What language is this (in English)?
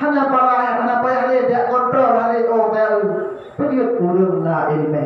Achinese